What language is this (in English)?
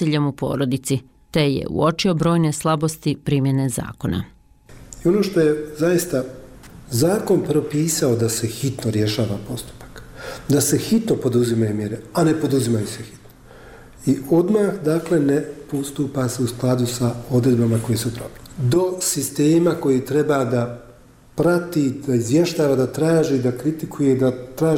Bosnian